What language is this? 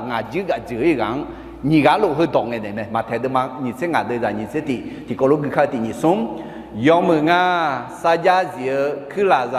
Akha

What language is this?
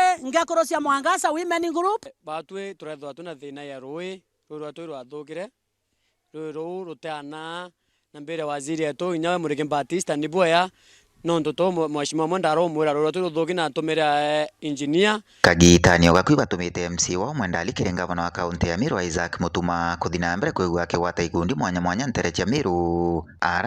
Meru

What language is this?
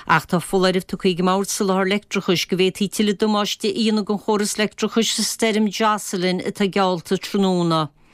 Irish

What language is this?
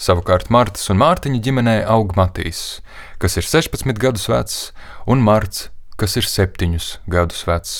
Latvian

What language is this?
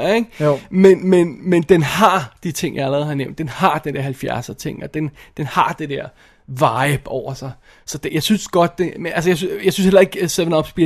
Danish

